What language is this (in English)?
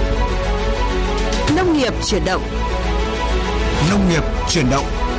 Vietnamese